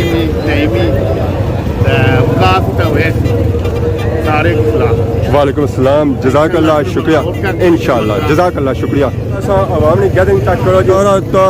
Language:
Pahari-Potwari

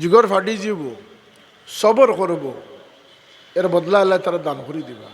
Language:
Sylheti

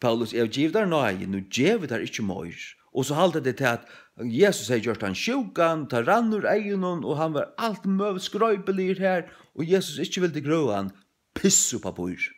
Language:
Faroese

